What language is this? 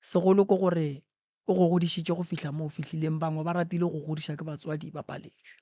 Northern Sotho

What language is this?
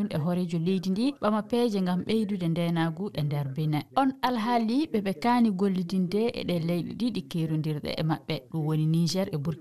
Fula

